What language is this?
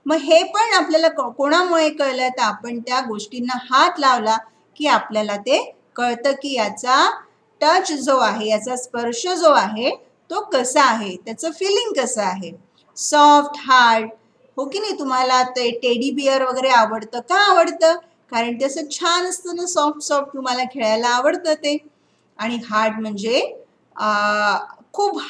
Marathi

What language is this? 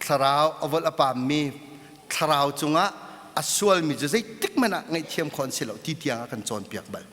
Hakha Chin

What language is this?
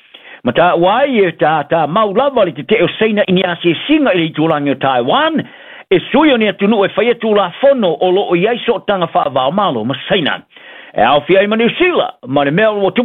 Samoan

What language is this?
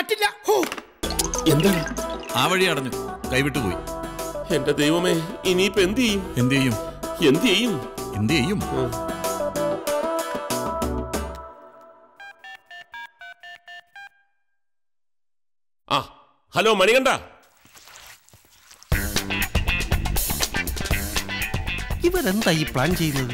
Malayalam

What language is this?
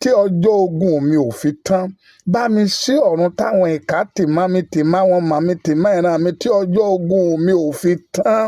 Yoruba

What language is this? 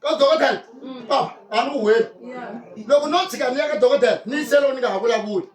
Tsonga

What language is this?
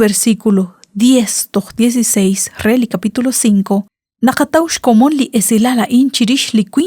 Kekchí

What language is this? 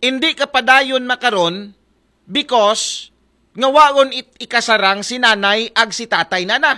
Aklanon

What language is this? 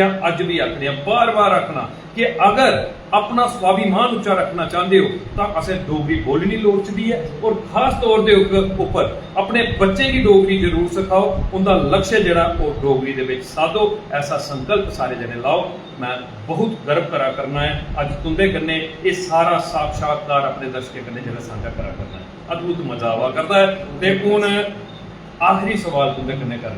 Dogri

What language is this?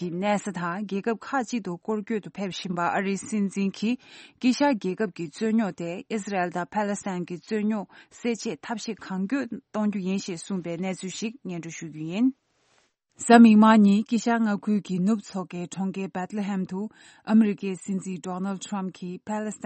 Tibetan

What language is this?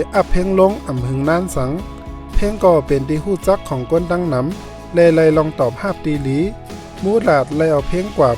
Shan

